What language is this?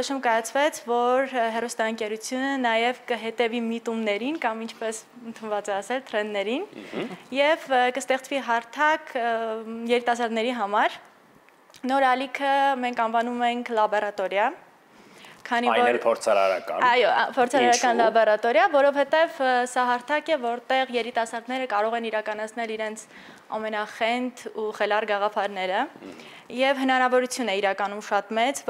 Armenian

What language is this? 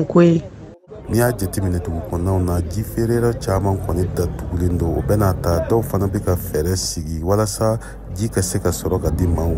Bambara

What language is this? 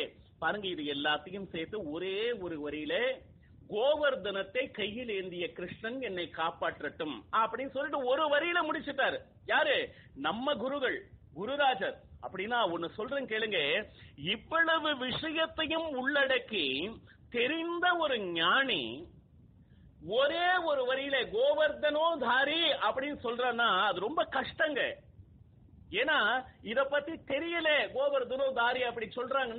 Tamil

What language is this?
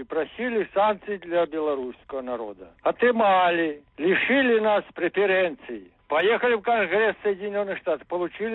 Belarusian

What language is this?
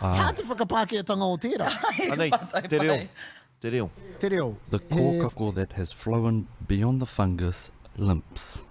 Māori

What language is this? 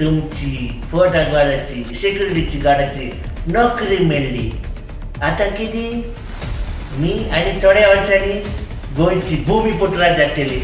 Konkani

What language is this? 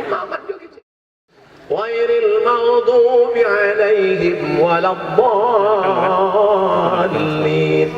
Minangkabau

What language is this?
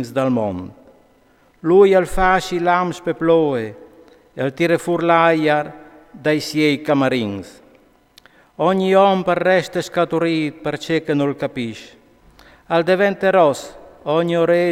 Friulian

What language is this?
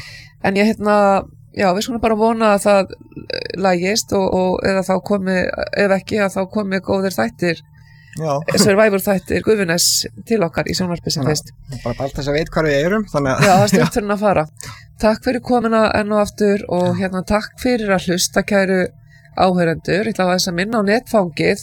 Icelandic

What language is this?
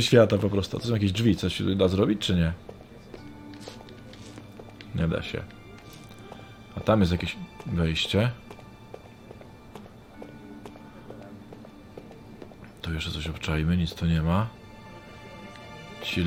Polish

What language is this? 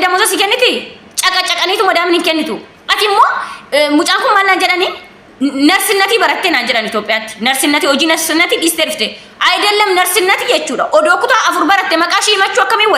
Oromo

